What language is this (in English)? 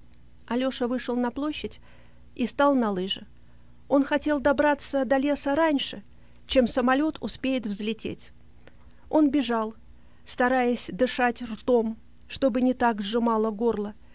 Russian